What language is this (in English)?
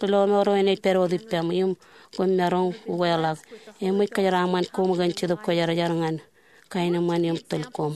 Marshallese